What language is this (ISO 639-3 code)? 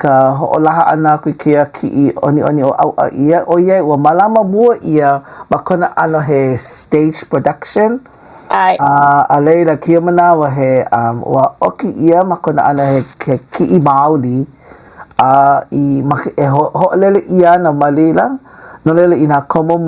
haw